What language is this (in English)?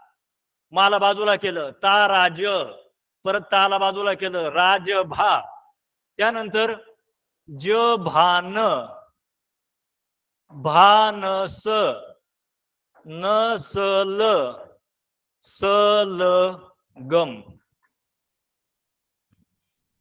Marathi